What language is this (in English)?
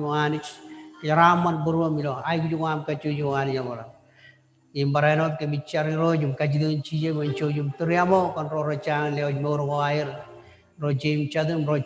Marshallese